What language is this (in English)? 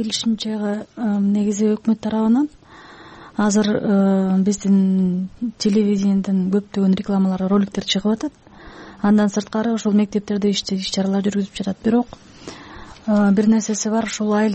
Kyrgyz